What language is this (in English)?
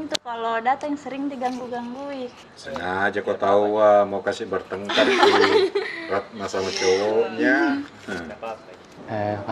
Makassar Malay